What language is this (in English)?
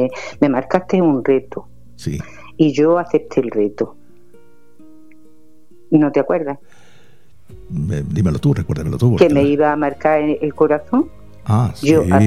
Spanish